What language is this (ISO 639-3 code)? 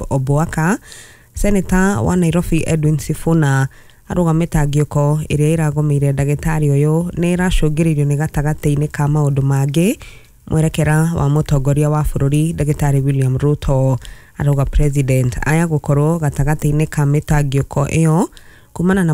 kik